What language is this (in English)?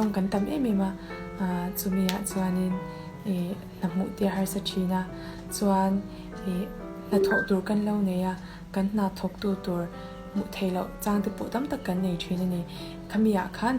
Mizo